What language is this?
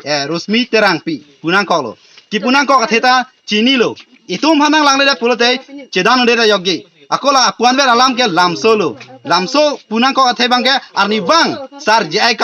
Karbi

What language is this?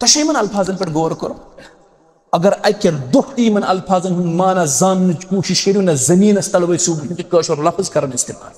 Kashmiri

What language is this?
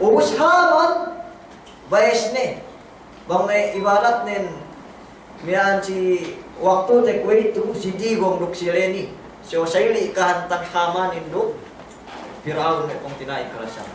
Yakan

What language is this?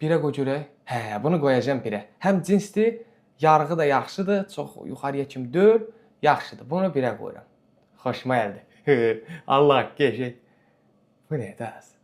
Azerbaijani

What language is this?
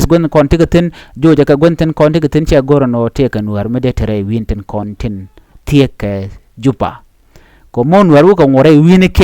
Nuer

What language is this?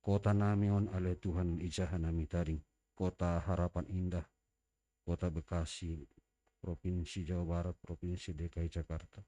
Batak Simalungun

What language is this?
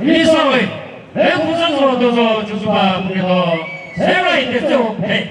Chokri Naga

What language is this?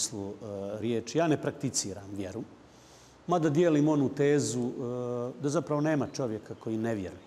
Bosnian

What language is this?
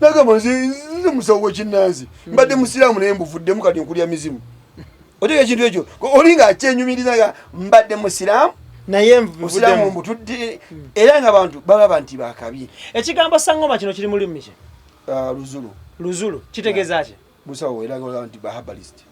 Ganda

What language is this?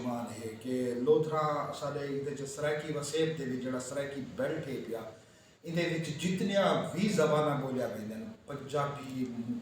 Saraiki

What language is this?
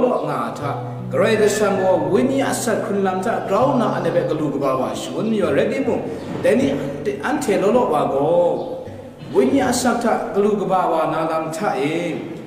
Kachin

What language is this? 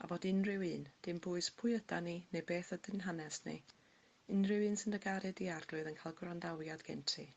Welsh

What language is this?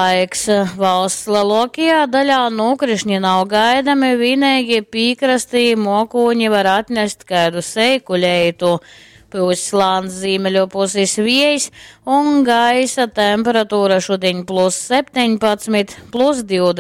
Latgalian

